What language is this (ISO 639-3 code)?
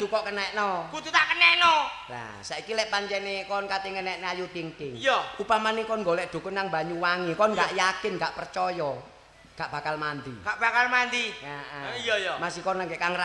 jav